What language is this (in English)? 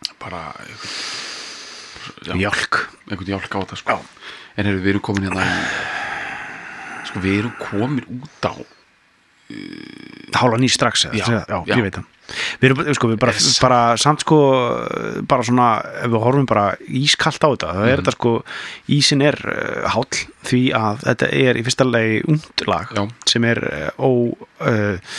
Icelandic